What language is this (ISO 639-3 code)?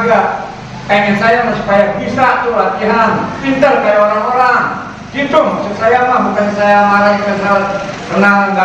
bew